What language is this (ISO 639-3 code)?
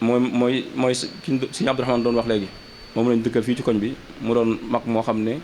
wol